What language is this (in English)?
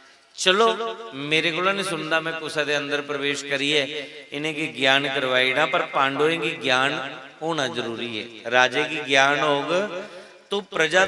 Dogri